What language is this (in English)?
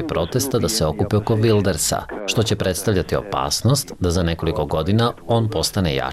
Serbian